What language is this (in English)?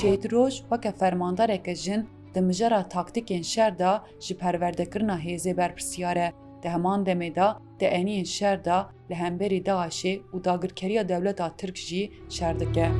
Kurdish